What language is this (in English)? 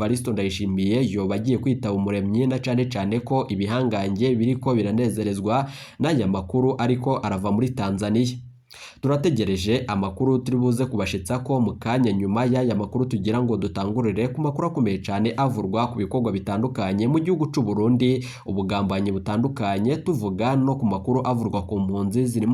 Rundi